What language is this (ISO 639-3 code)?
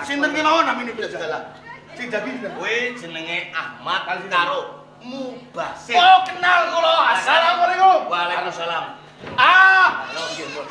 jav